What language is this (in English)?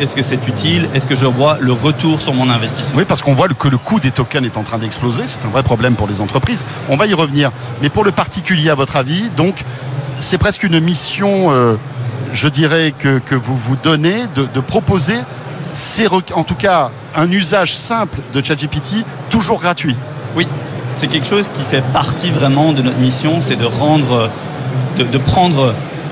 French